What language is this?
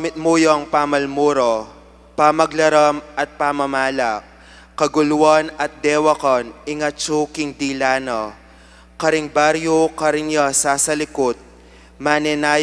Pampanga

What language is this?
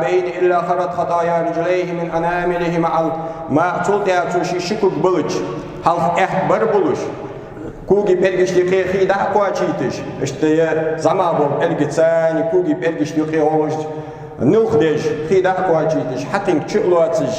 Ingush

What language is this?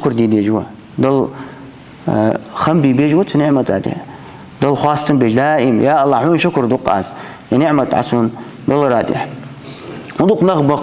Ingush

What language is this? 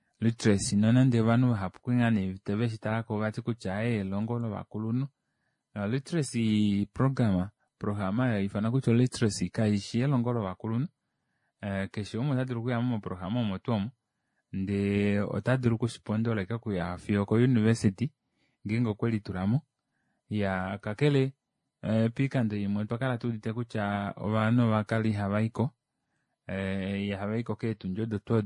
Kuanyama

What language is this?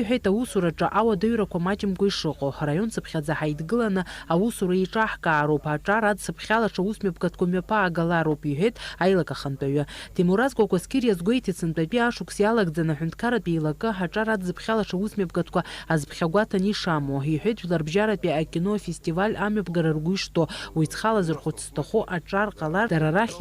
Abkhazian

